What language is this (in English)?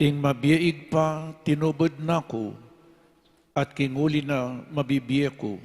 Pampanga